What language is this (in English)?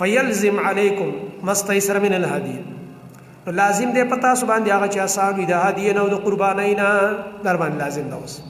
Pashto